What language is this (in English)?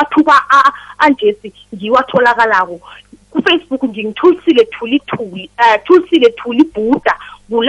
South Ndebele